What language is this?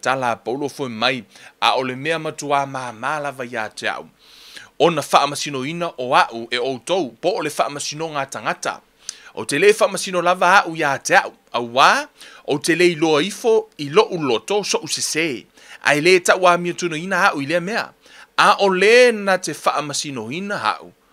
Samoan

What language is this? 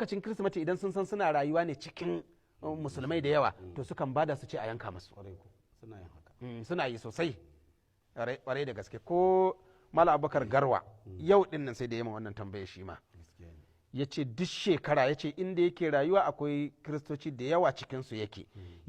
Hausa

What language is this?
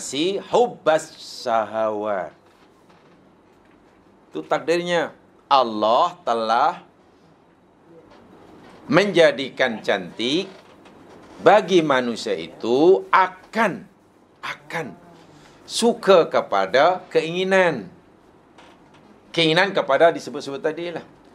Malay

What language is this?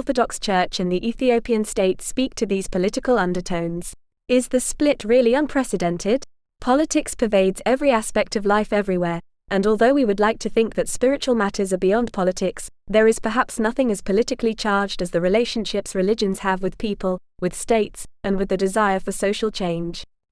English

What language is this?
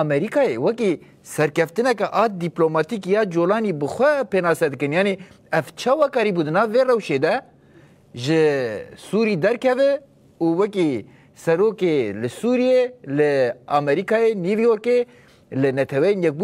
Kurdish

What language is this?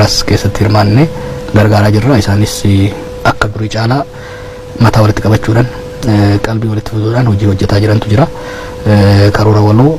Oromo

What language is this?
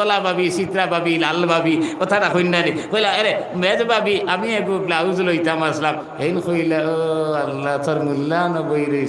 Sylheti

